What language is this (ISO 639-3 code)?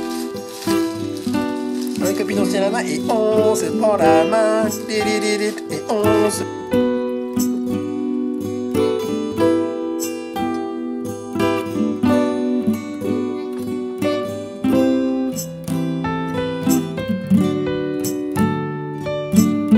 fra